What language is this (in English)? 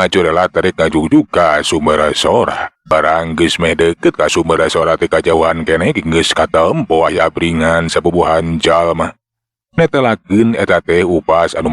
Sundanese